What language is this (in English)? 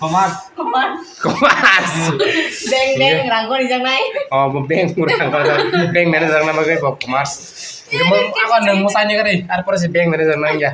Kok Borok